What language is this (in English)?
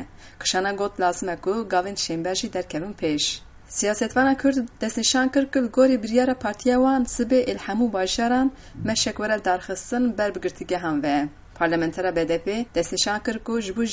Kurdish